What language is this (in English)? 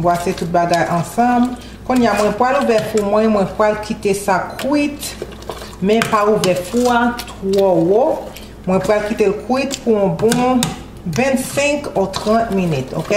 Haitian Creole